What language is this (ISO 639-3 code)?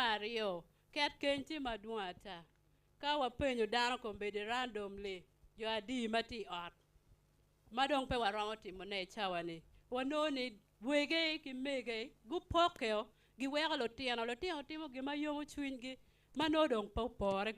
ach